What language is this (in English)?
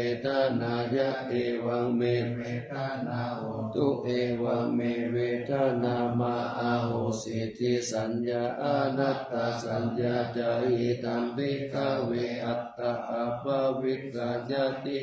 Pali